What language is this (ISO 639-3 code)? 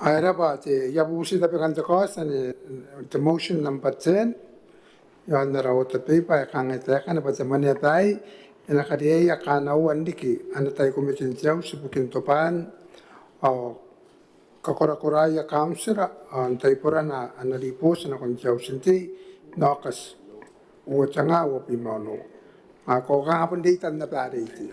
gil